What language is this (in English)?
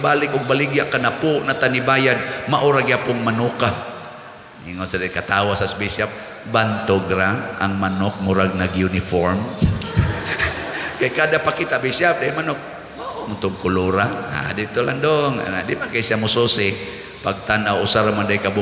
Cebuano